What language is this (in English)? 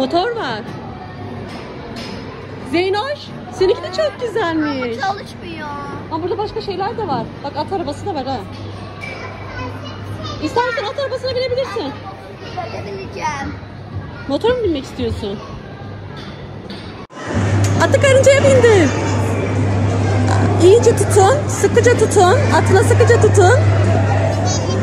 Turkish